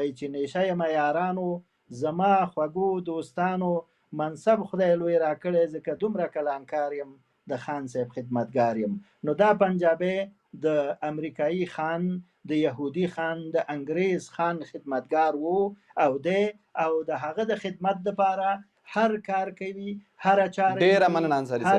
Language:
Pashto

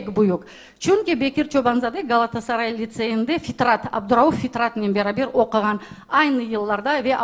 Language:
Crimean Tatar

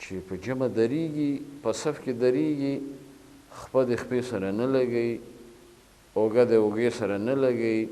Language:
Pashto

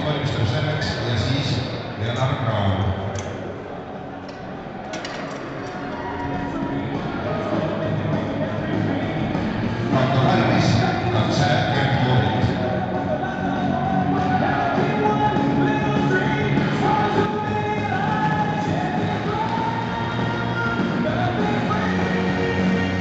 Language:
Estonian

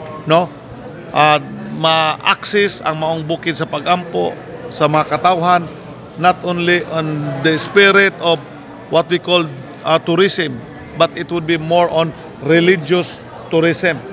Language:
Cebuano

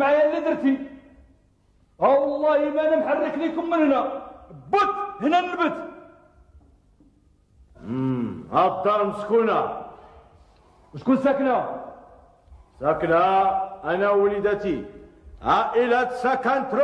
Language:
Moroccan Arabic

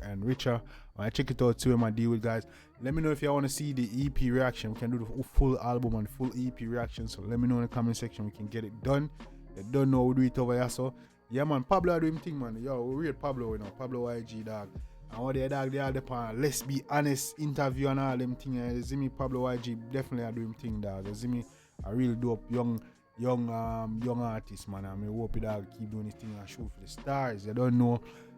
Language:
Jamaican Creole English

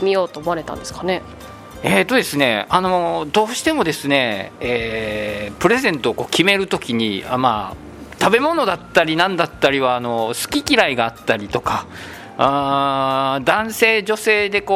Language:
Japanese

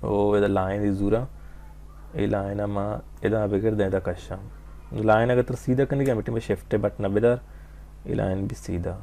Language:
Baluchi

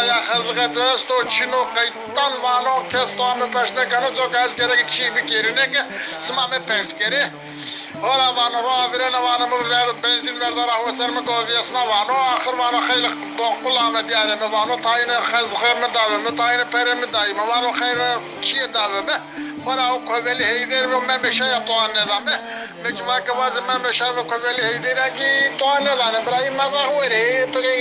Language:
Zaza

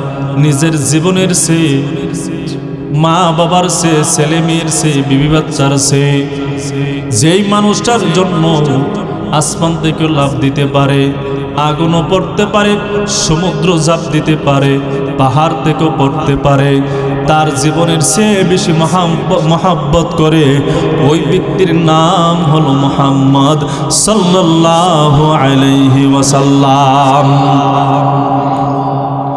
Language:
Bangla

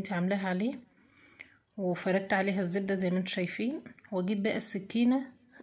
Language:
Egyptian Arabic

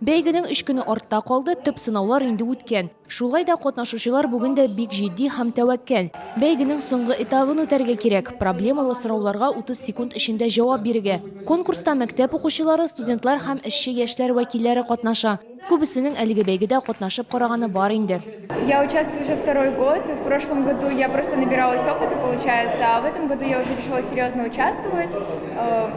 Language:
Tatar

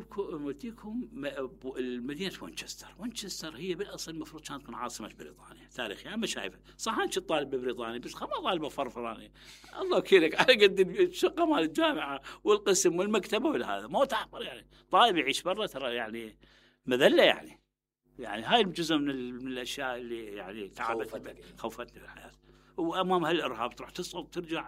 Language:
Mesopotamian Arabic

